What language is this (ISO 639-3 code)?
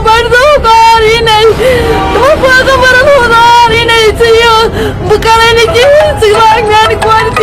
kas